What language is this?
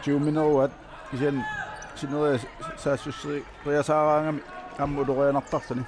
Kalaallisut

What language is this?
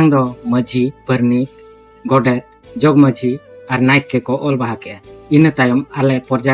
Santali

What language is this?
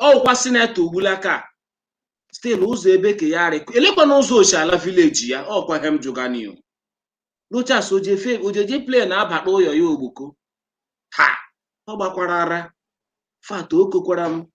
Igbo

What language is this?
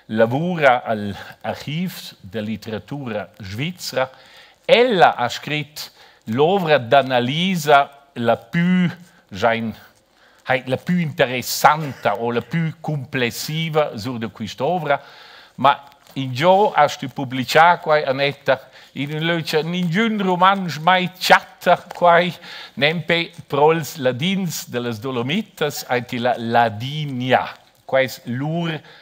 Romansh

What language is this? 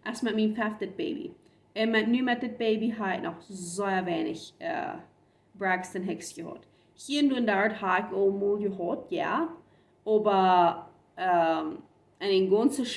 Plautdietsch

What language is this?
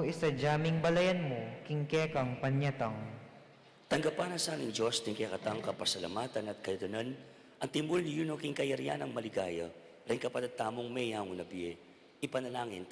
Pampanga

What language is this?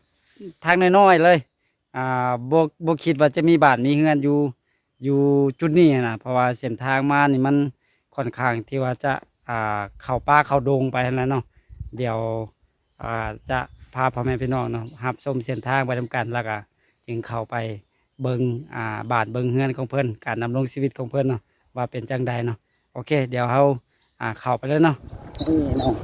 Lao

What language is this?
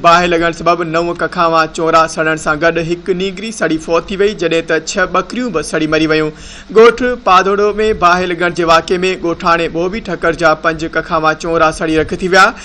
Sindhi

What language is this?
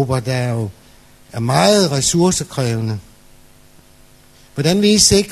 Danish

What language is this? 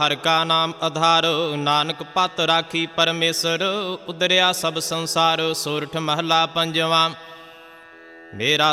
Punjabi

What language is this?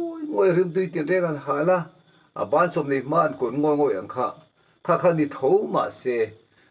Mizo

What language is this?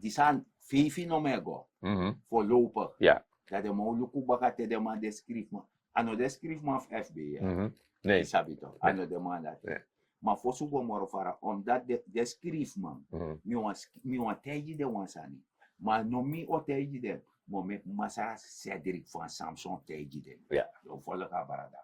Sranan Tongo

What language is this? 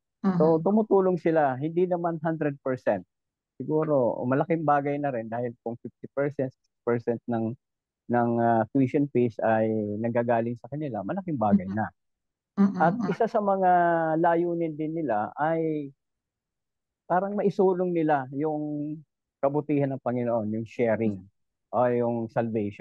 Filipino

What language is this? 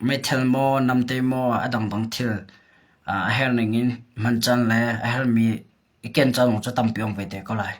Hakha Chin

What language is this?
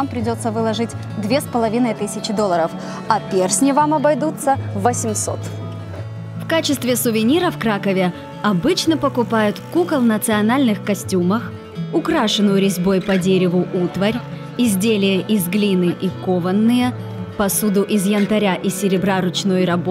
Russian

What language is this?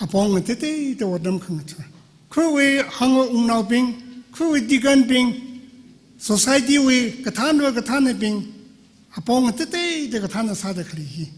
Tangkhul Naga (India)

